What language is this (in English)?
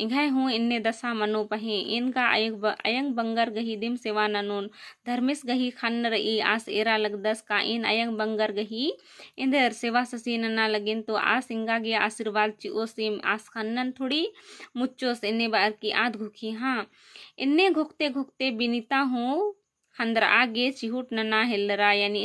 Kurukh